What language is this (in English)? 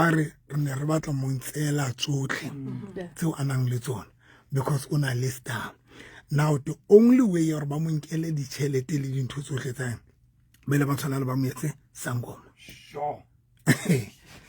Southern Sotho